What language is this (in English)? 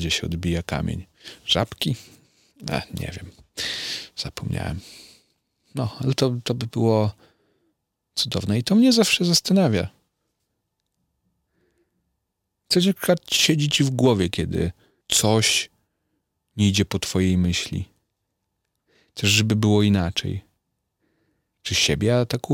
Polish